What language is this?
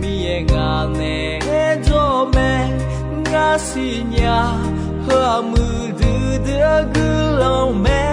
Akha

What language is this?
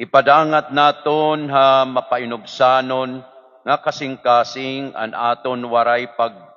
Waray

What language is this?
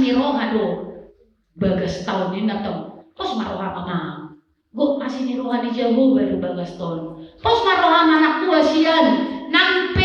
Batak Toba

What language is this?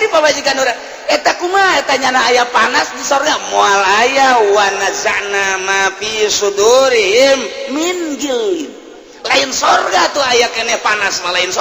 Sundanese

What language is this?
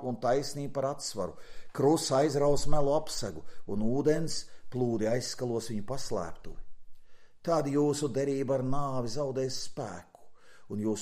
Latvian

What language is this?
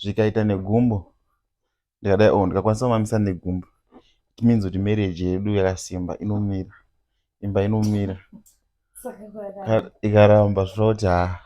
Shona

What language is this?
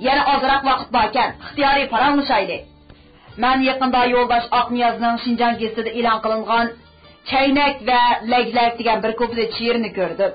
Uyghur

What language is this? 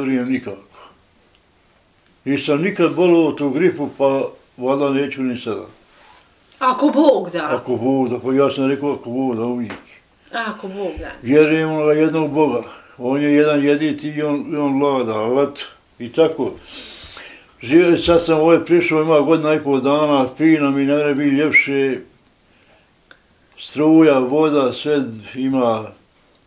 Bosnian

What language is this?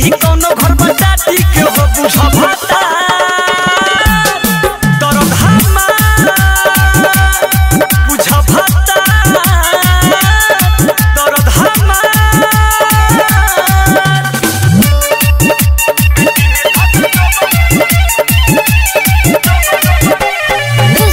Bhojpuri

